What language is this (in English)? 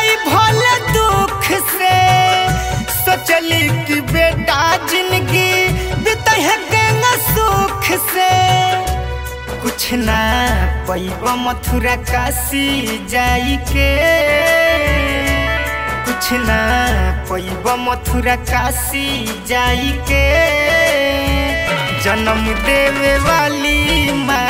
Bhojpuri